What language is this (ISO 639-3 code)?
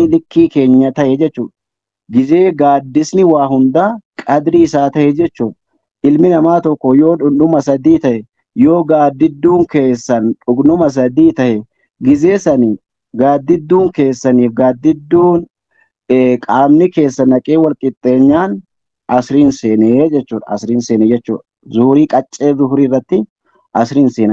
orm